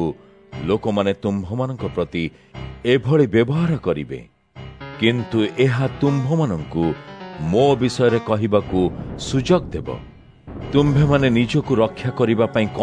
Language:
Odia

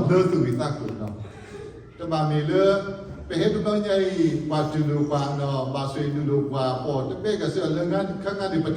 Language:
S'gaw Karen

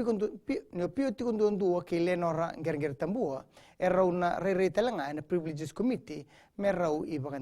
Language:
Fijian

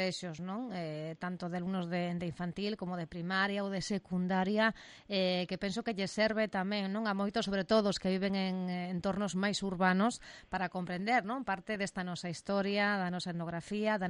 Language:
Galician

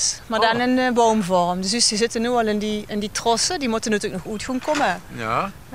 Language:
Limburgish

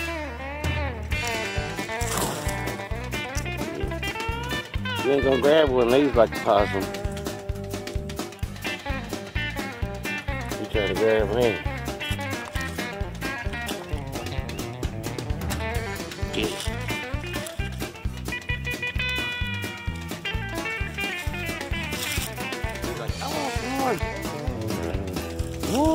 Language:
English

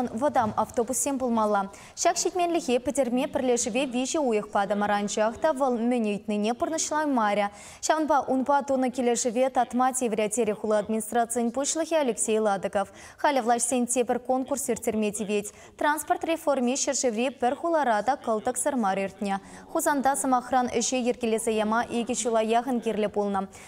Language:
Chuvash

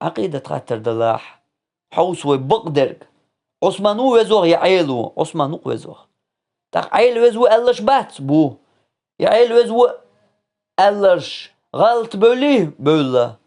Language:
Chechen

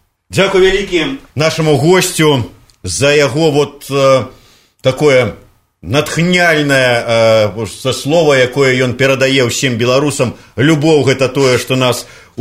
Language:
Belarusian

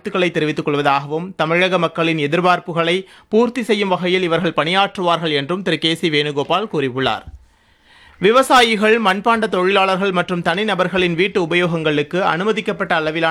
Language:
Tamil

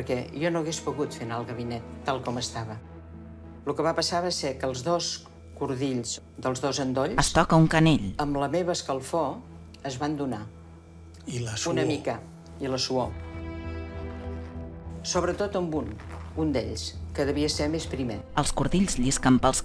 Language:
Catalan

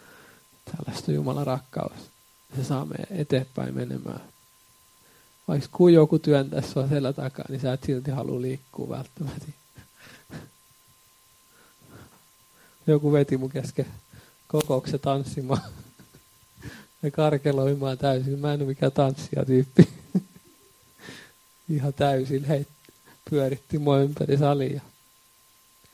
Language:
Finnish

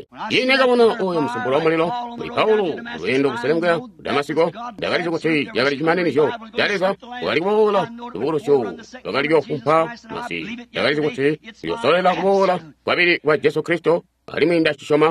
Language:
Tonga (Zambia)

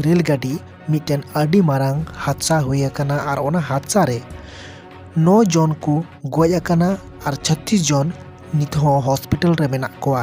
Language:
Santali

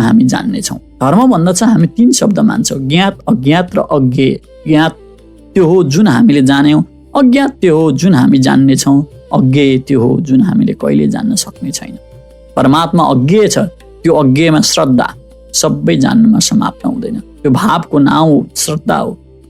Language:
Nepali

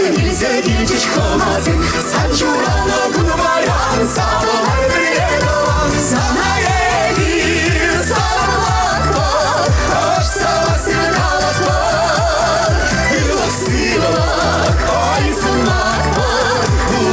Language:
Chuvash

